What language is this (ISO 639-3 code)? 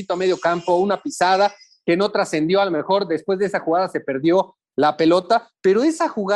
spa